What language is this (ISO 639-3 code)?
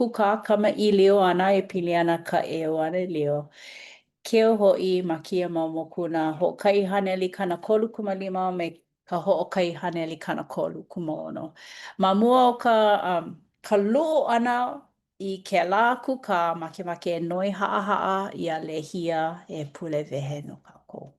haw